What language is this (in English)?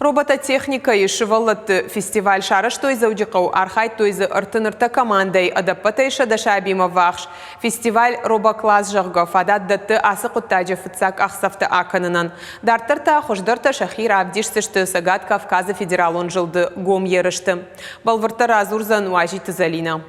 Ossetic